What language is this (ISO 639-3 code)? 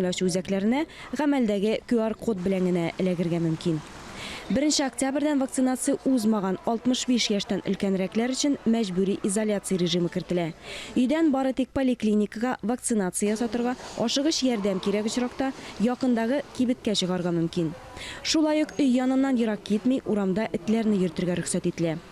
tat